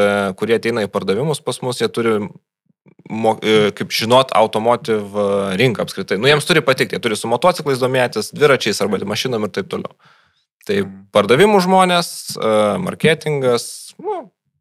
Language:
Lithuanian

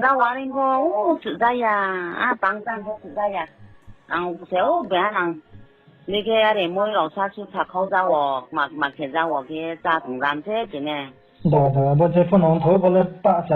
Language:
Riang (India)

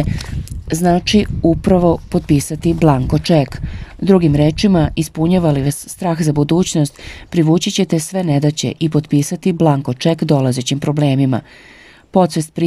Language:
Serbian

